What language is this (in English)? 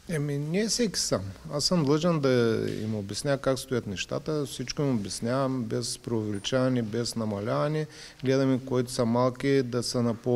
Bulgarian